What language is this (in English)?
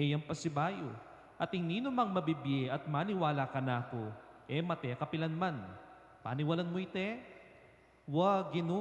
Pampanga